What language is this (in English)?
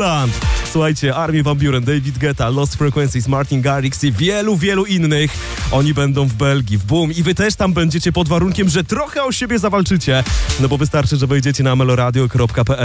Polish